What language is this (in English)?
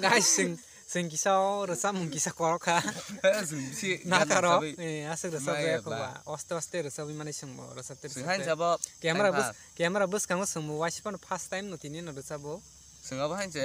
Kok Borok